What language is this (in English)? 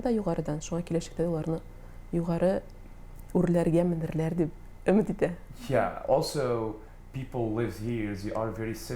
Tatar